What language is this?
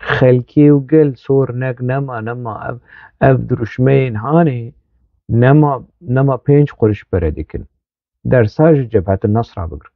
Kurdish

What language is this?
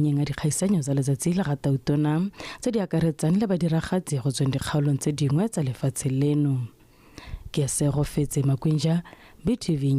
Tswana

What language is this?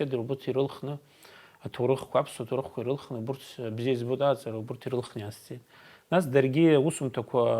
Abkhazian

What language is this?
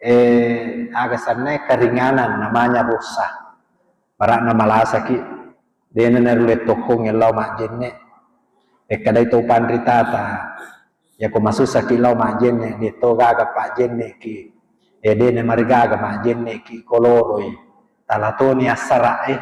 Buginese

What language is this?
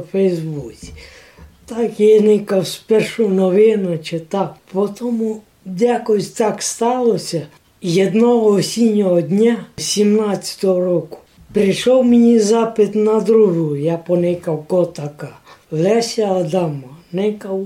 Rusyn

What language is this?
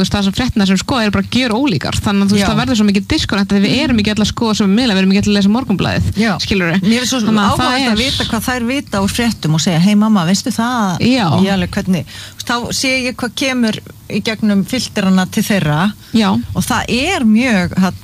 Icelandic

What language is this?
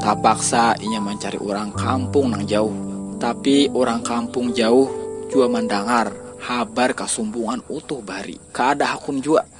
Banjar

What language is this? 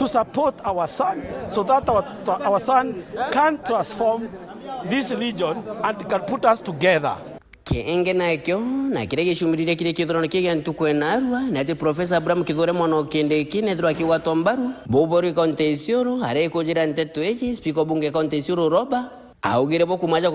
Meru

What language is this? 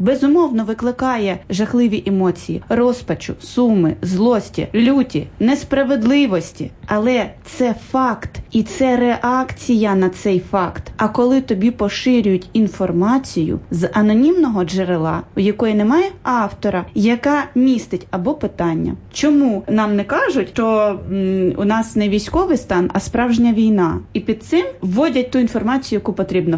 Ukrainian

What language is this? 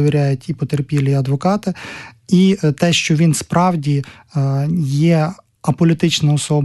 Ukrainian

